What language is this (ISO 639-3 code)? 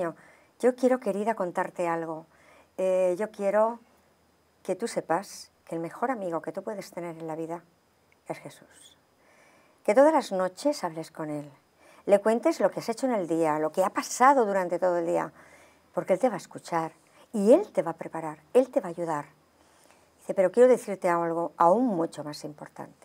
spa